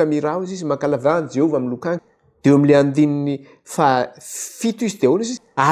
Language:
Malagasy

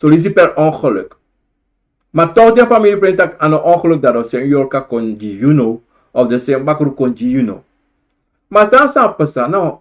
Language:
Sranan Tongo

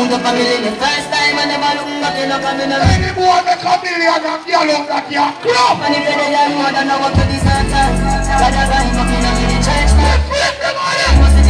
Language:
Jamaican Creole English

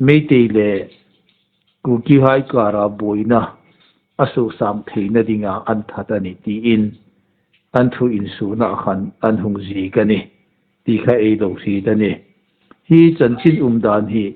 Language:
Hmar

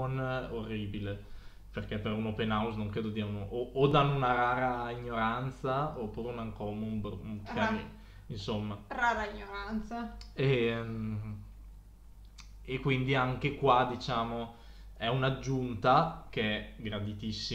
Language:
Italian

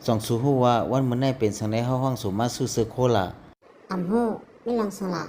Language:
Shan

